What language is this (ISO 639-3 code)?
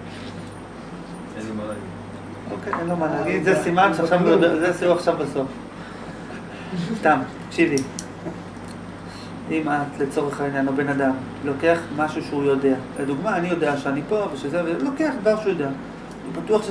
heb